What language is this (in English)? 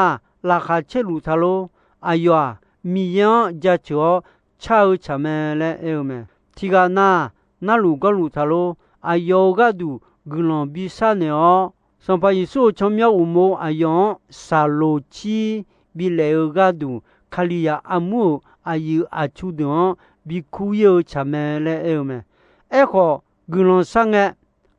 Akha